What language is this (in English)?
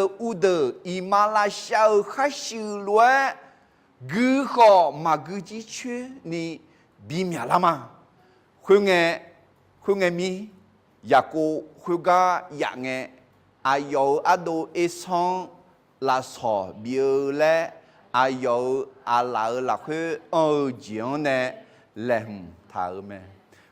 Akha